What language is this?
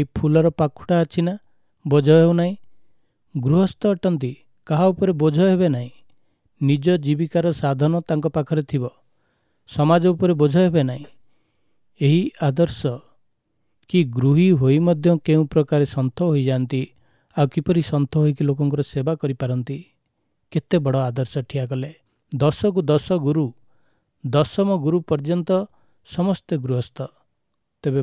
Odia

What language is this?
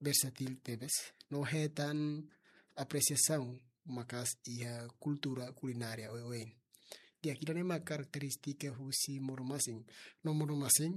Tetum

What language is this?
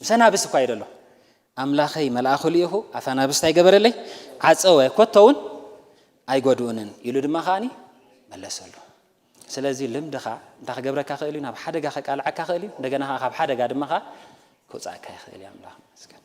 Tigrinya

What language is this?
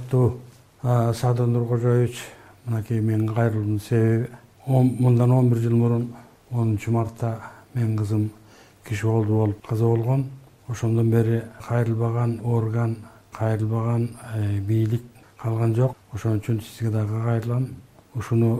Kyrgyz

